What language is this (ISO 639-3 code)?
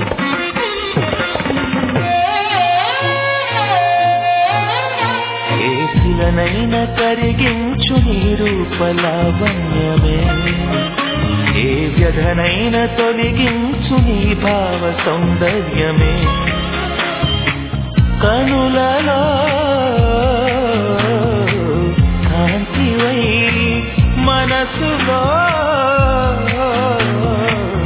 tel